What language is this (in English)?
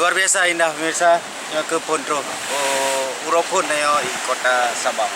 Achinese